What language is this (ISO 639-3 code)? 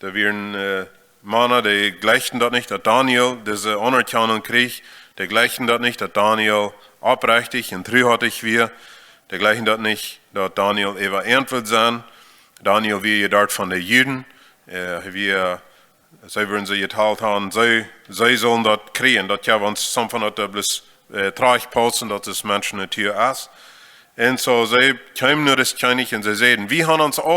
pdt